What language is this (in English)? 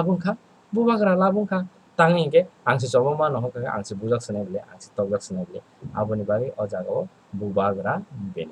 Kok Borok